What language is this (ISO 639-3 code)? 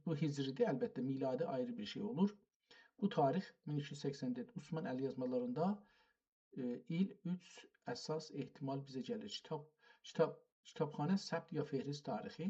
azb